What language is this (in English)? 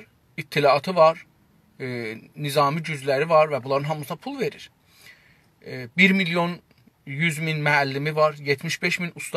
South Azerbaijani